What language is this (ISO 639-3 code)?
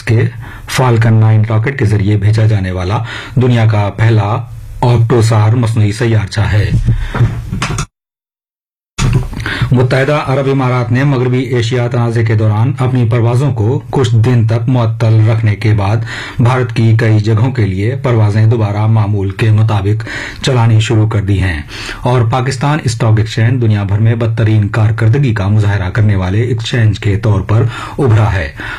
urd